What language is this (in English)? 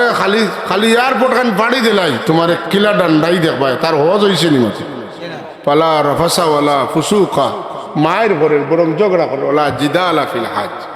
Sylheti